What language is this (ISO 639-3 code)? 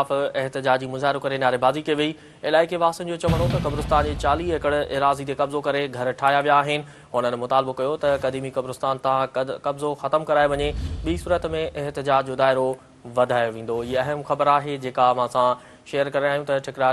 snd